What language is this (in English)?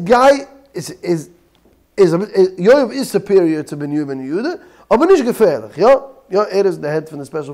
Yiddish